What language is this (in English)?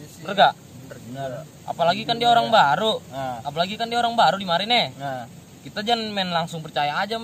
Betawi